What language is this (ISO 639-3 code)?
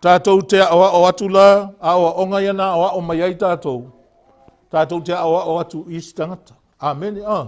smo